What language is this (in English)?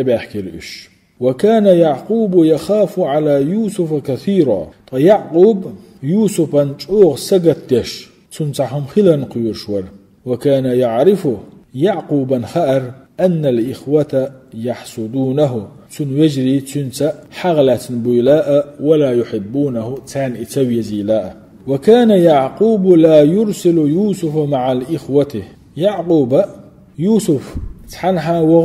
Chechen